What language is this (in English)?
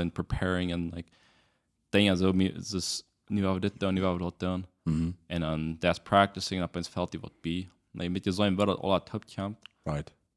Plautdietsch